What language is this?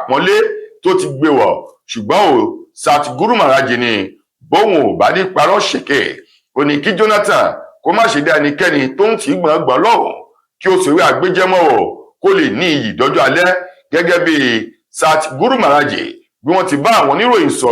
Yoruba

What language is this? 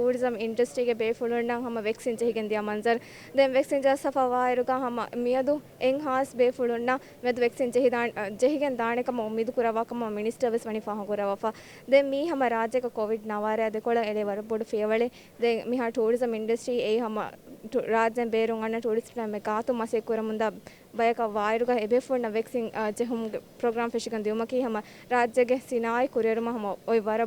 Divehi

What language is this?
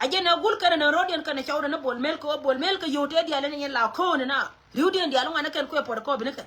Nuer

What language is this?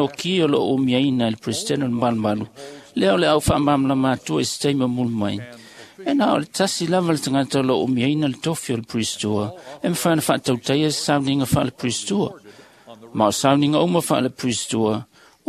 Samoan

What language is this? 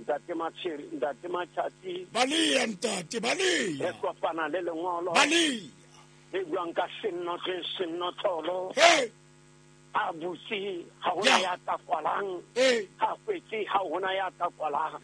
Southern Sotho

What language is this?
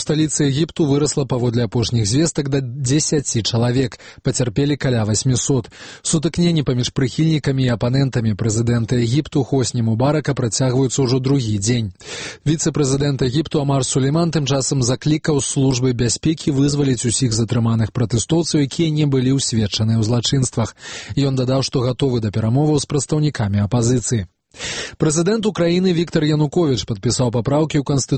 Belarusian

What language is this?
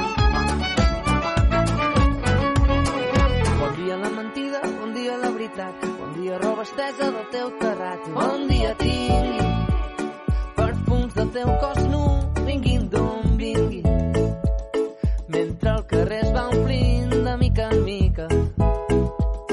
Catalan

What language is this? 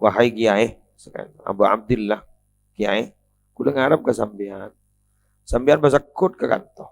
Madurese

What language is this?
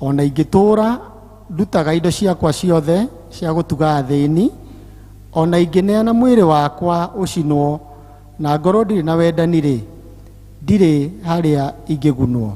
Kikuyu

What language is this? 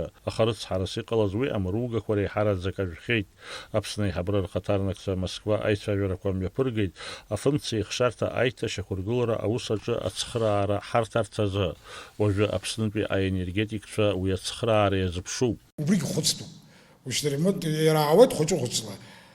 Abkhazian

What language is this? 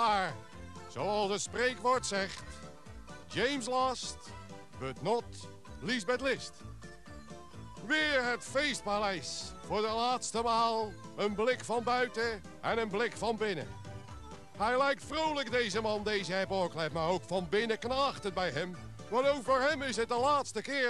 Dutch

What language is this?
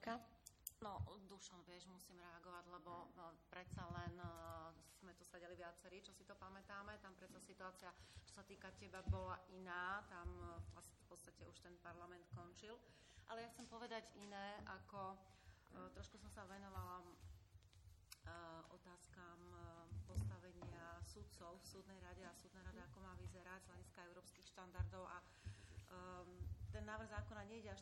Slovak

